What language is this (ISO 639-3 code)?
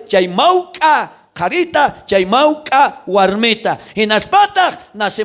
quh